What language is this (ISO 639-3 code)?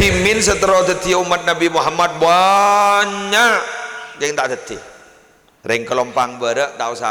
mad